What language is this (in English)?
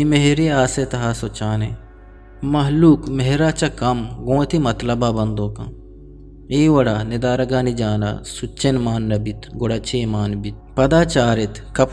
Eastern Balochi